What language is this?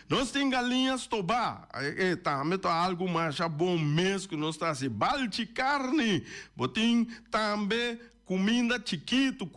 Papiamento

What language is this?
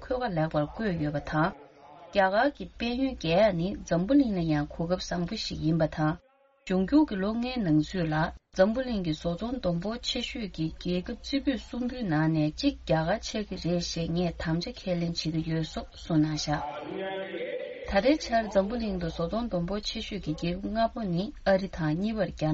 Tibetan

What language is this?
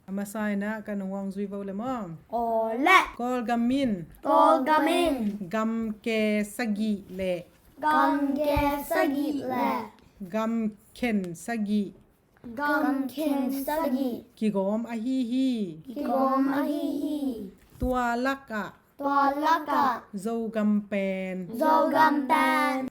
Tedim Chin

